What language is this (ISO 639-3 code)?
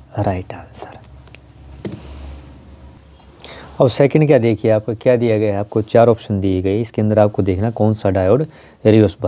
hin